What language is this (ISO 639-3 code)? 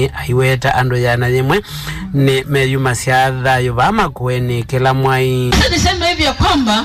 kam